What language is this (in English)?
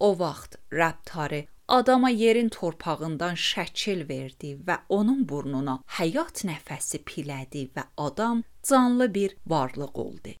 Azerbaijani